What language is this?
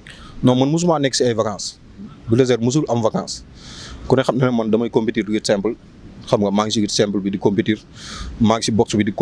Wolof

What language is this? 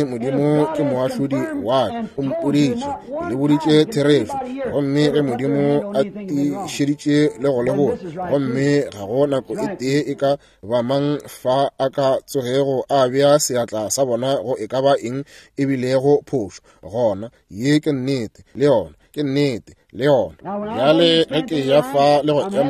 Northern Sotho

